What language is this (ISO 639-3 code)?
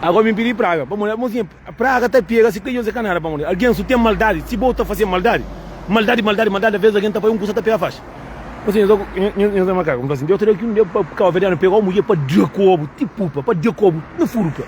kea